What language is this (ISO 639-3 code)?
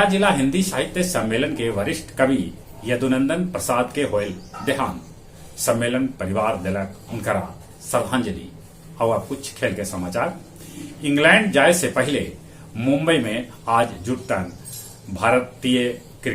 mag